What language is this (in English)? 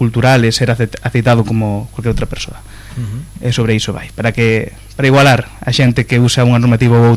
Galician